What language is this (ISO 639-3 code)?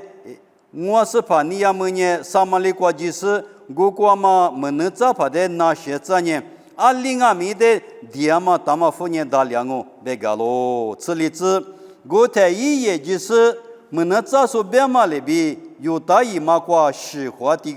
lis